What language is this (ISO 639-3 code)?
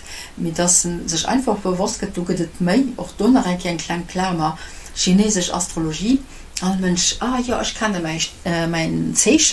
ltz